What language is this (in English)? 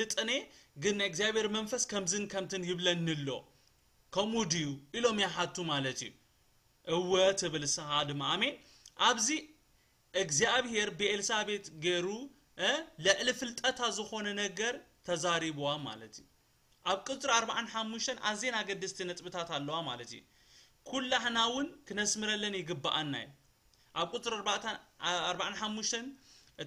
Tigrinya